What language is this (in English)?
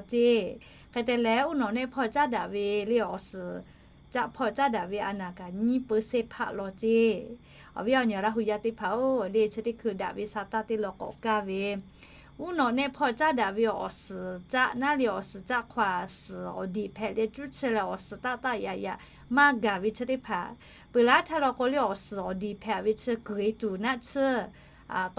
Lahu